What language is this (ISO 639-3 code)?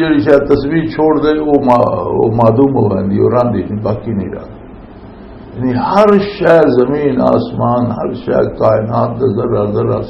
lah